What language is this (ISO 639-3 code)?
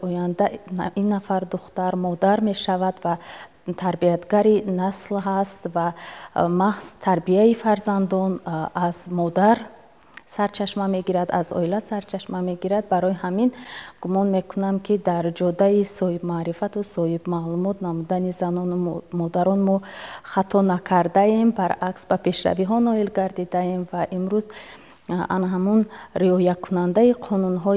tgk